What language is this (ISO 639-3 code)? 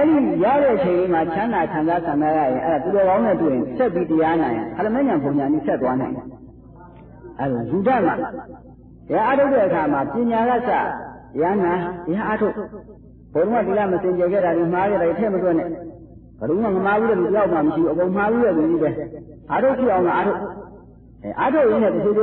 mya